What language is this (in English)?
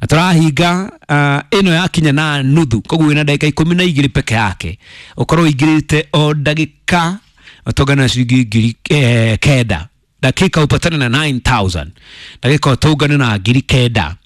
Kikuyu